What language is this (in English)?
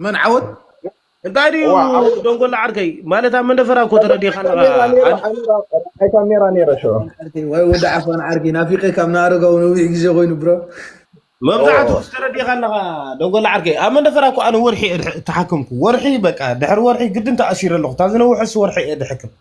Tigrinya